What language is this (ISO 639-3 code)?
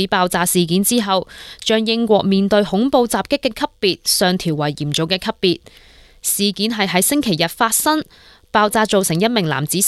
yue